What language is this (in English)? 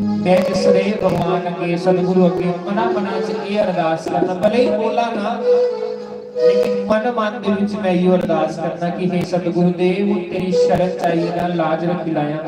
Dogri